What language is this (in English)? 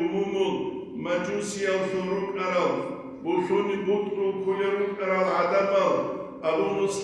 Avaric